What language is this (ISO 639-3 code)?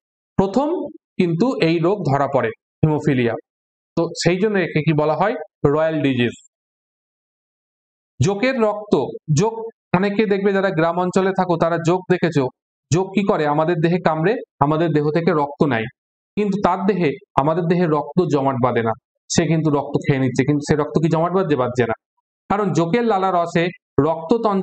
ben